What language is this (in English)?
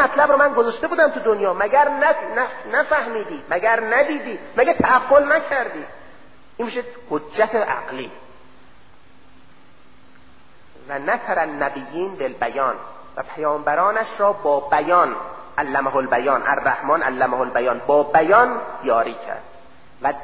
Persian